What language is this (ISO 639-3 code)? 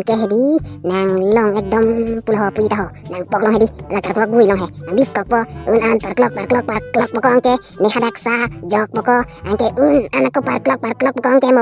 mjw